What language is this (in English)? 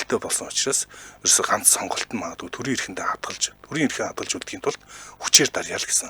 Mongolian